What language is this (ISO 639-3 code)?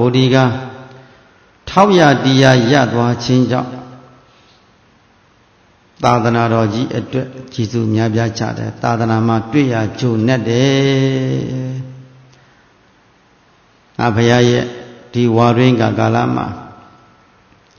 mya